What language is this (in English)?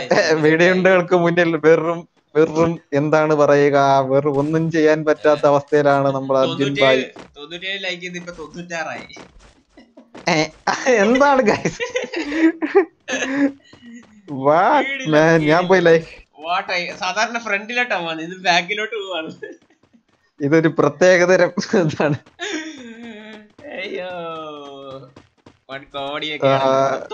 Malayalam